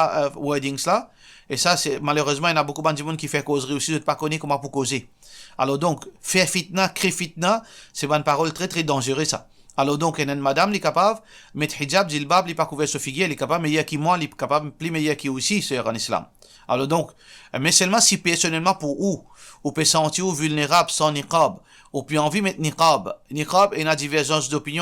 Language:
Morisyen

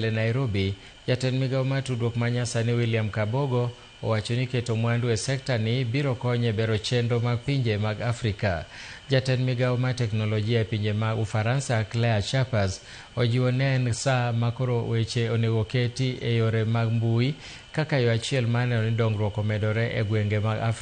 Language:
Luo (Kenya and Tanzania)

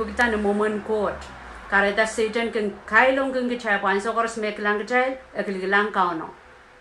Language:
Pohnpeian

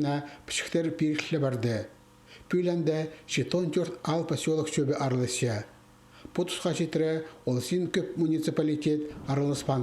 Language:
Khakas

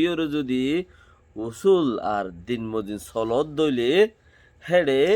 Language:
Rohingya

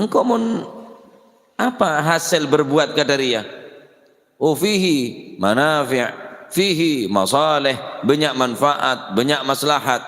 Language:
Madurese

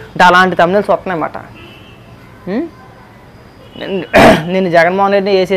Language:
Telugu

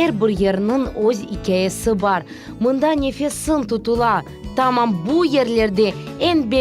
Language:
Crimean Tatar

